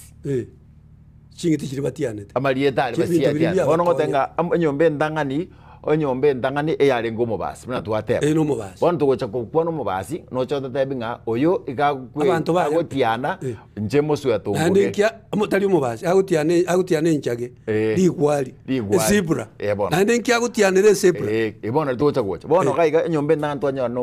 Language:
Gusii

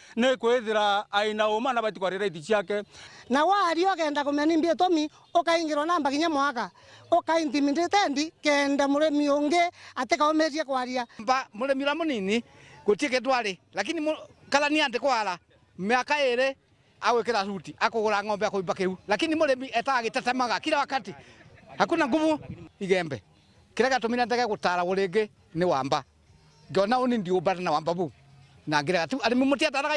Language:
Meru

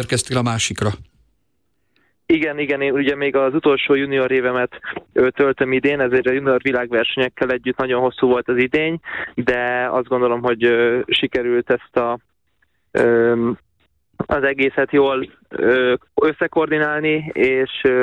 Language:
Hungarian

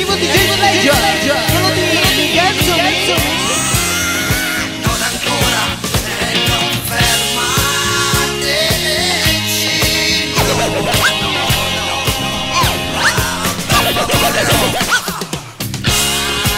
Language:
Italian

